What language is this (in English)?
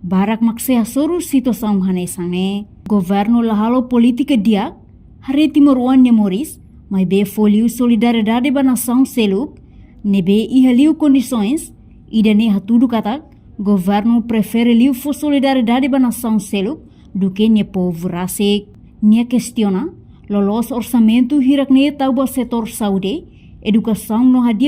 Tetum